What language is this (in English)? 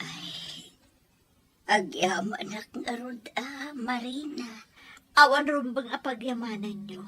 Iloko